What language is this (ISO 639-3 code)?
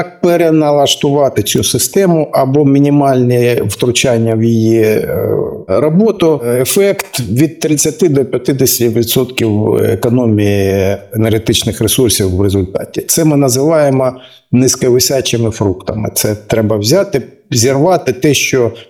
ukr